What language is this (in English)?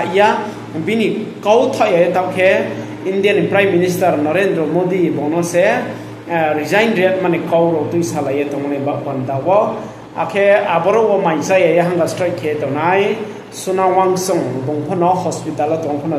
Riang (India)